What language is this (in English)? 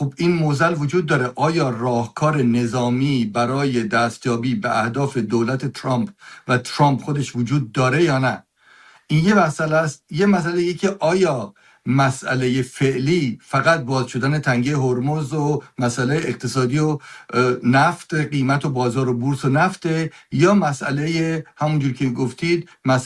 Persian